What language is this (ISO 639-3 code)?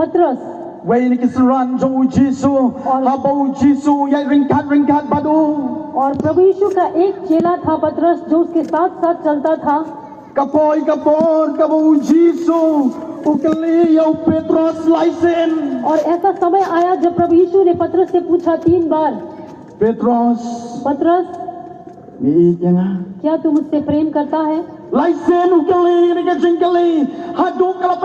kha